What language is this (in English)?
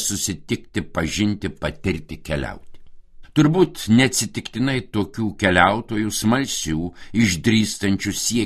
Lithuanian